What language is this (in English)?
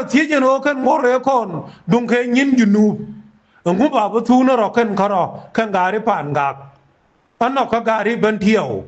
Nuer